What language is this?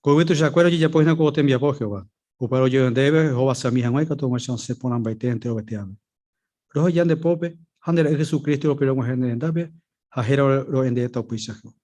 Guarani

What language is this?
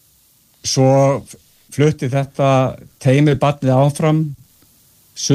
Icelandic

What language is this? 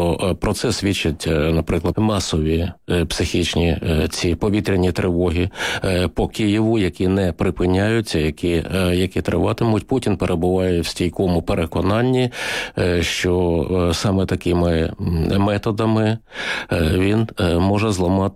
Ukrainian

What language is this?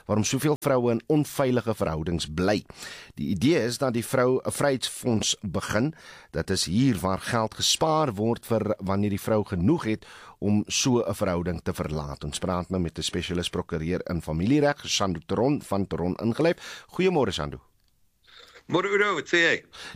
Afrikaans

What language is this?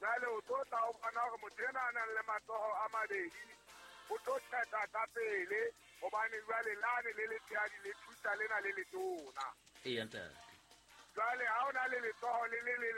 Southern Sotho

